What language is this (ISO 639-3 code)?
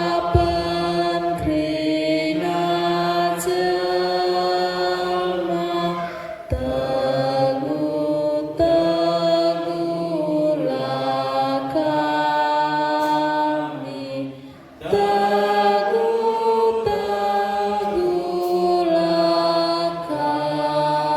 btx